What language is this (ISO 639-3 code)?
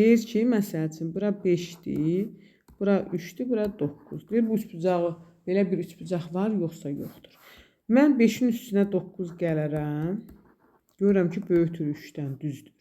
aze